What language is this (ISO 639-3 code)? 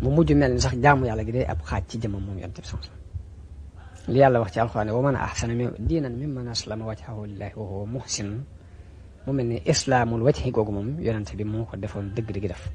wol